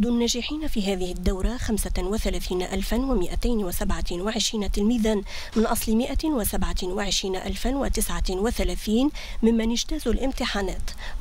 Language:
Arabic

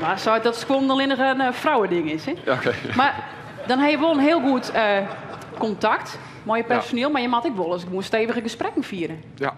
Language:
Western Frisian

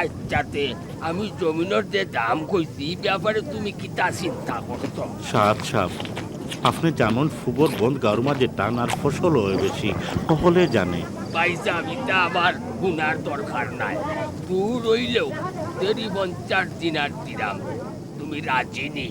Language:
Sylheti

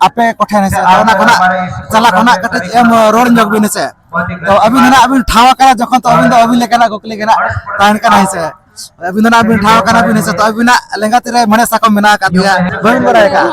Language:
Santali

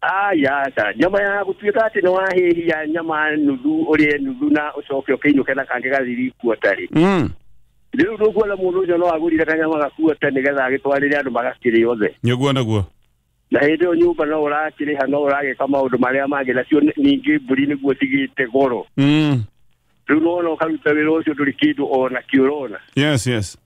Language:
Kikuyu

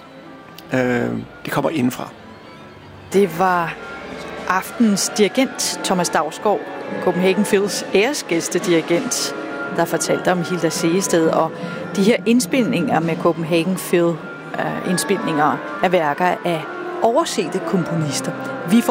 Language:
Danish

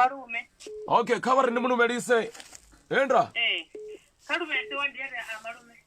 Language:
Venda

